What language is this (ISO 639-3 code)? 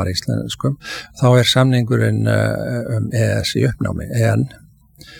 isl